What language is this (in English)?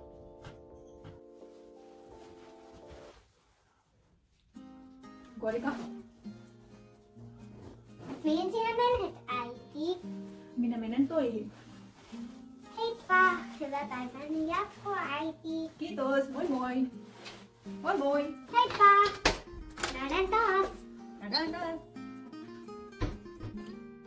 Finnish